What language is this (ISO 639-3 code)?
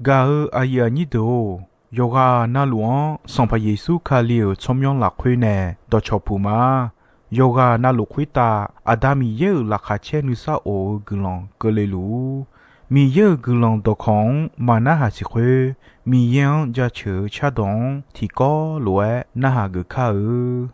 ahk